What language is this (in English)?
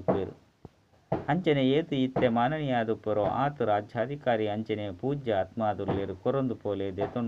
Tulu